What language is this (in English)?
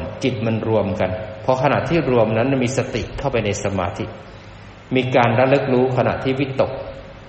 Thai